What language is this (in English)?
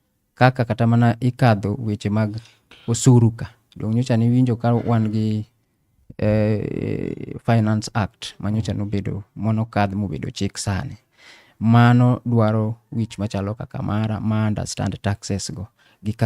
Luo (Kenya and Tanzania)